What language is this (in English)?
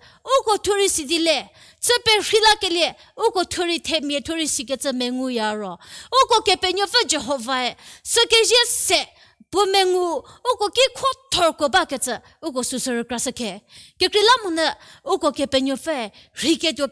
Angami Naga